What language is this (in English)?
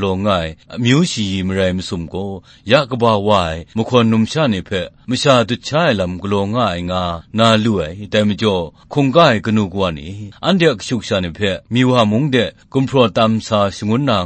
Kachin